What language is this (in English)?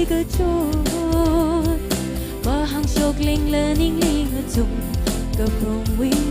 Tangkhul Naga (India)